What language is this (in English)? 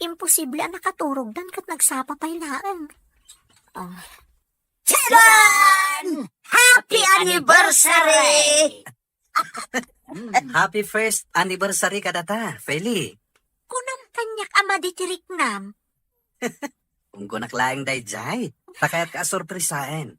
Iloko